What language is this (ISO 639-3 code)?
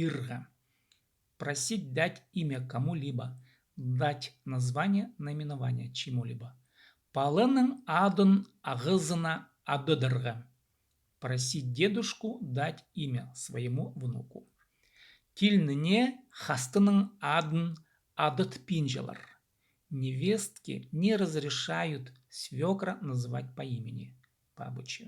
kjh